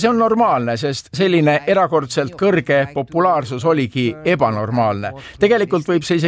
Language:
Estonian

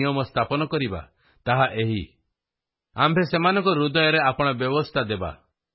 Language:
Odia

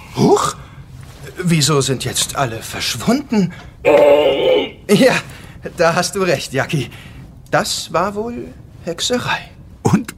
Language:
German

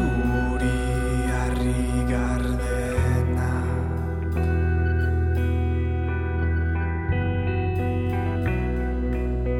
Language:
Basque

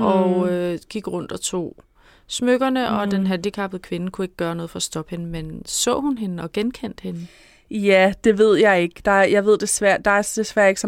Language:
Danish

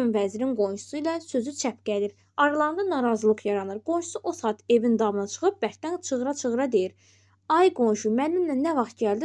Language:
Azerbaijani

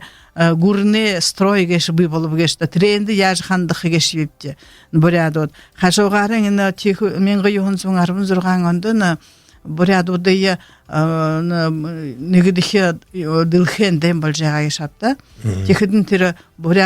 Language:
Buriat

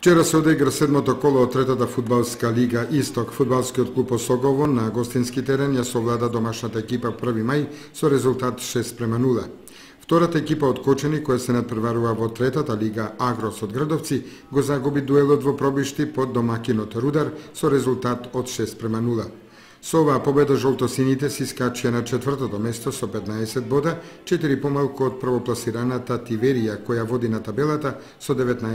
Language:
Macedonian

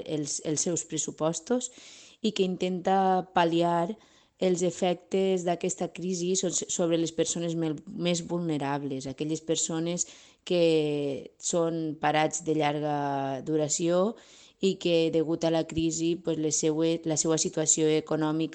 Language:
Catalan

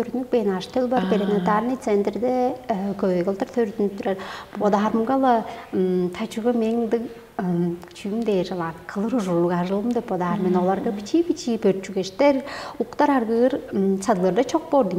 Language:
Tuvinian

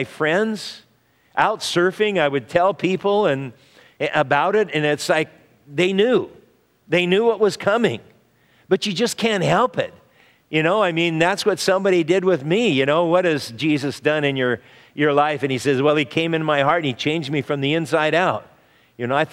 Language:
English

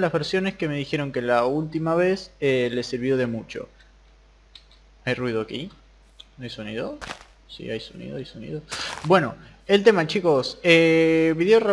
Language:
Spanish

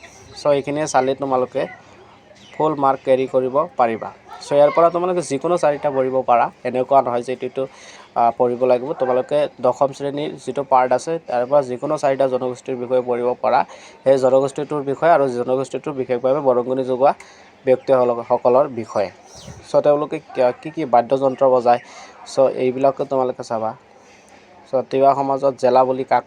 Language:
Assamese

